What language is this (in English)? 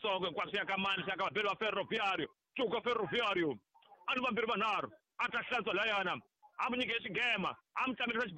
Tsonga